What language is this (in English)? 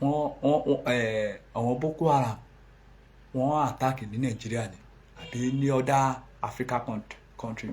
Yoruba